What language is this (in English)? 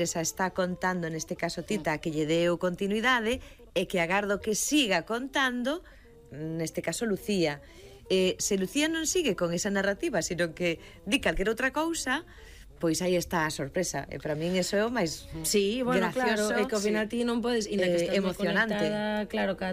Galician